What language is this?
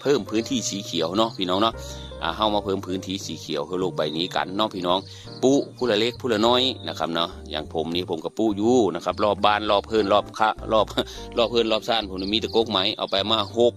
Northeastern Thai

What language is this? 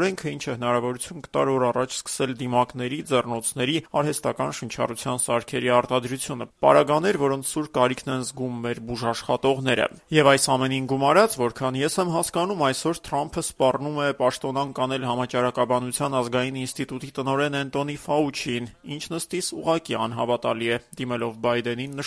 Armenian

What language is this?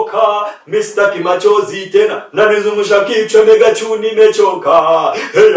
Nyankole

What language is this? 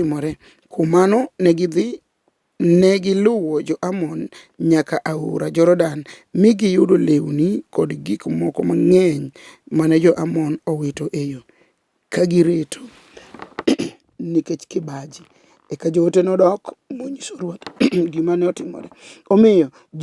Luo (Kenya and Tanzania)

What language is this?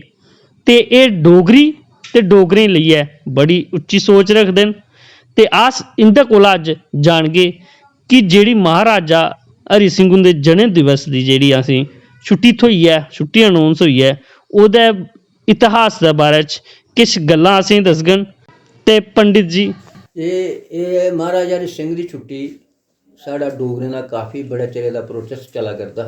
Dogri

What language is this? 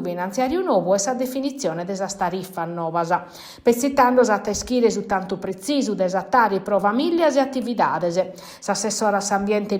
Sardinian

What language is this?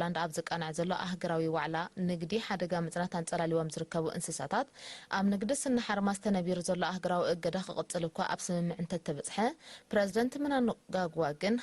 Tigrinya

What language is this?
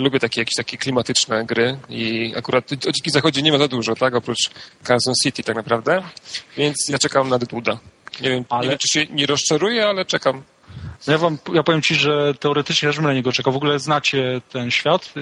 Polish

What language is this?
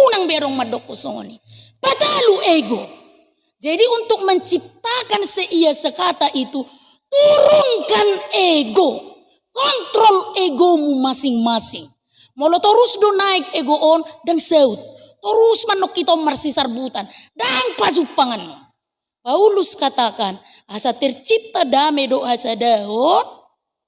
Batak Toba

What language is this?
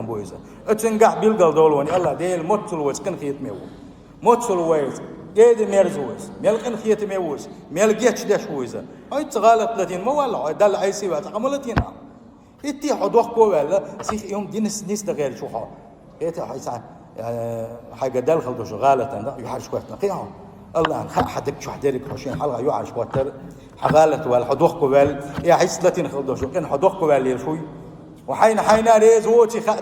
Chechen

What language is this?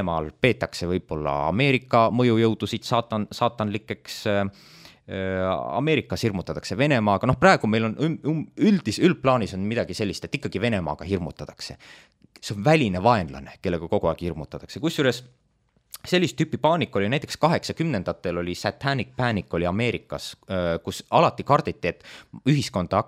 Estonian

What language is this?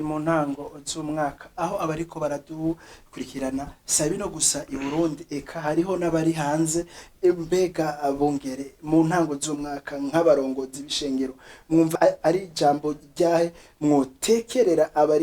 Rundi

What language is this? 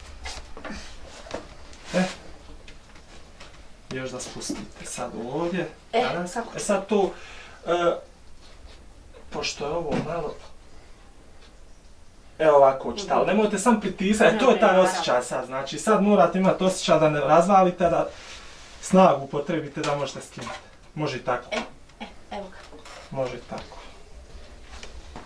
Bosnian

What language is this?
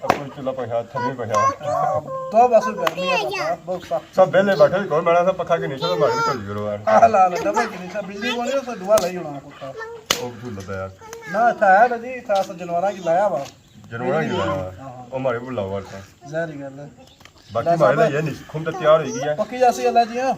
Pahari-Potwari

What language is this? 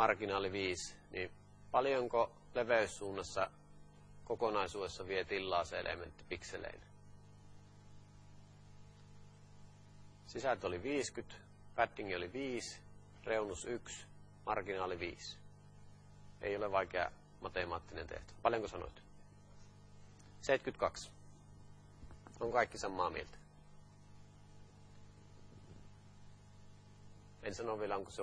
Finnish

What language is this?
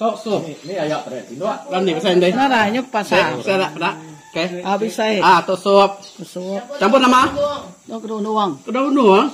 Iban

